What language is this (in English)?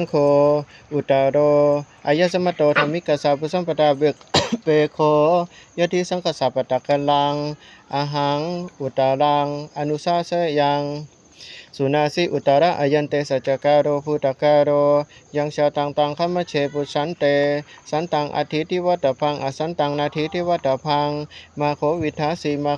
Pali